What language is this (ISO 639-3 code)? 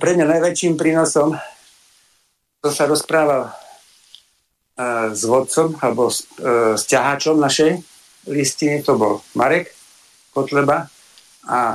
slk